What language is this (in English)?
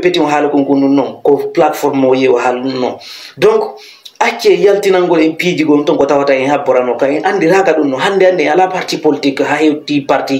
Fula